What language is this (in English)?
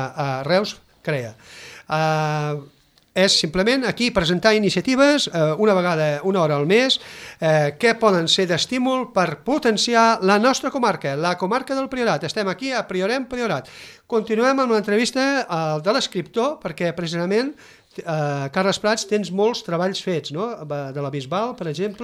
Catalan